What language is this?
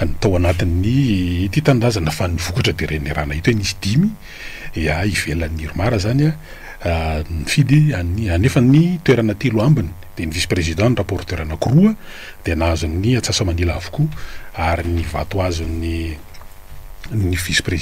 Malagasy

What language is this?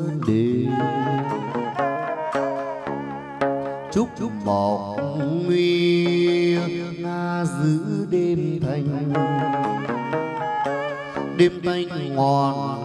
Vietnamese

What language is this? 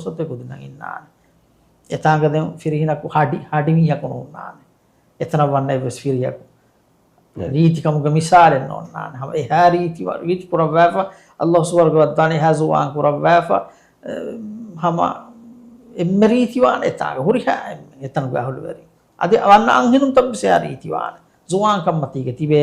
Divehi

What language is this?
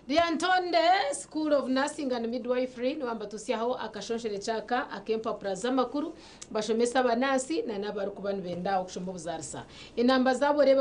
Nyankole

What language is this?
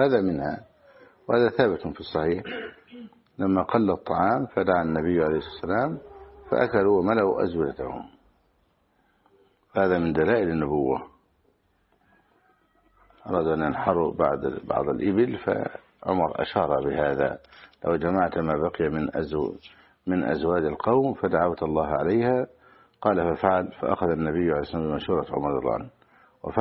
Arabic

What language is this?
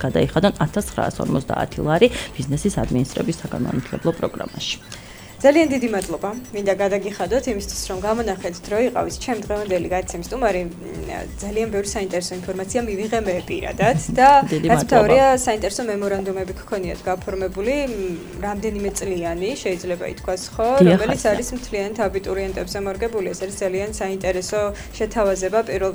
Georgian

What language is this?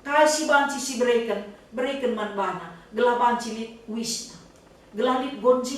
Batak Karo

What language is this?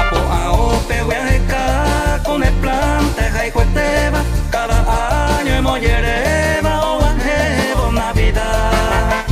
Guarani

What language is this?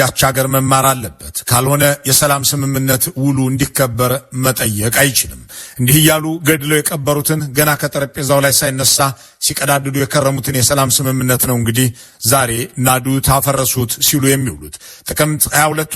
Amharic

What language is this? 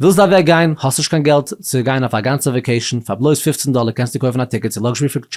Yiddish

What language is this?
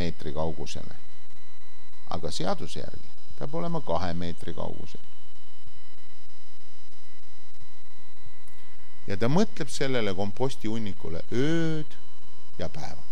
Estonian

